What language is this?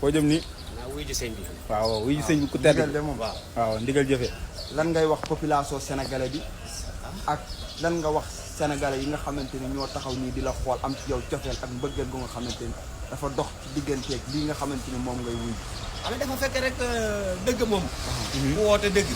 Wolof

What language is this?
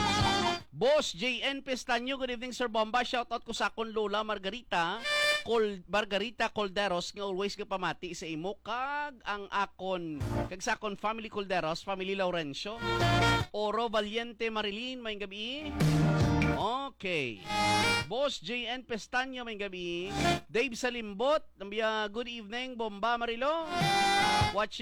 Hiligaynon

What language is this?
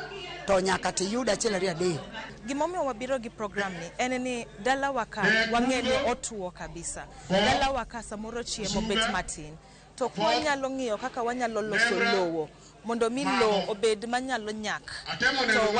Luo (Kenya and Tanzania)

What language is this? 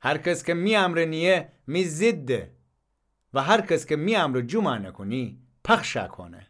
Gilaki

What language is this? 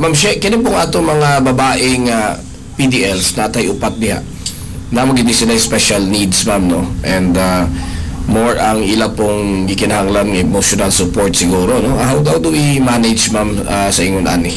Cebuano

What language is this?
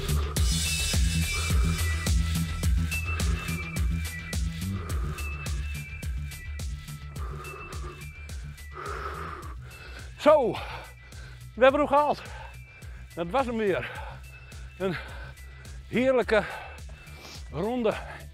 Dutch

